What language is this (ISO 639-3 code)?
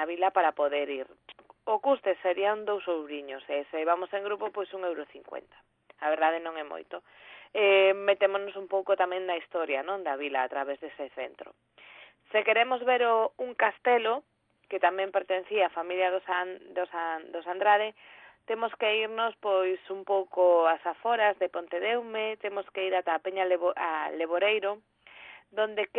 glg